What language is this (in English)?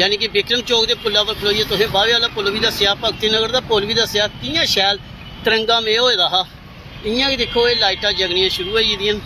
Dogri